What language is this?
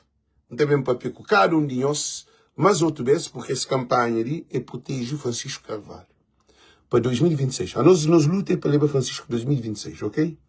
Kabuverdianu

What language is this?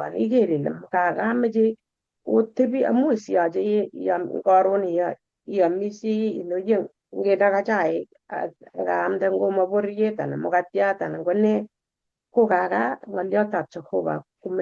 Kalenjin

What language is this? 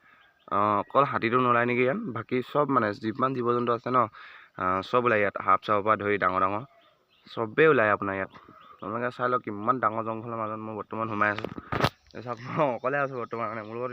Assamese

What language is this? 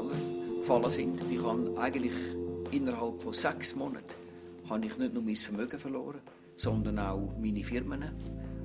Swiss German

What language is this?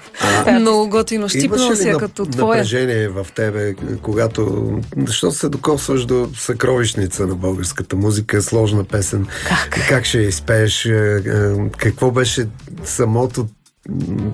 Bulgarian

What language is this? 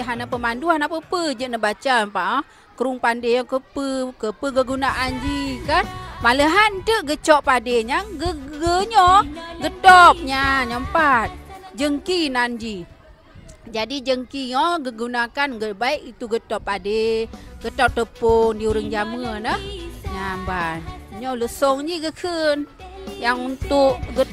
Achinese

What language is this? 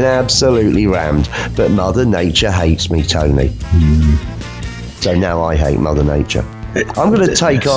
English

